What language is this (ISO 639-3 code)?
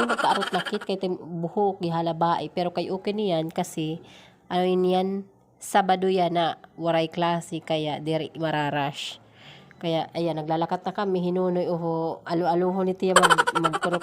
war